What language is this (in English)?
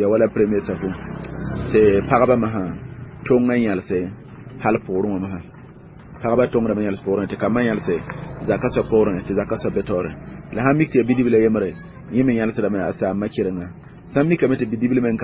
Mossi